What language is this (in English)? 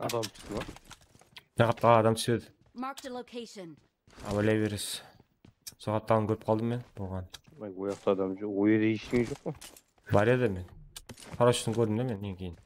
Kara-Kalpak